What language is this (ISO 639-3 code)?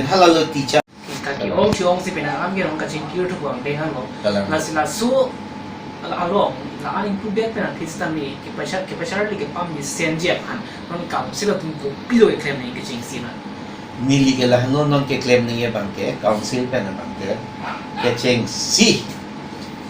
mjw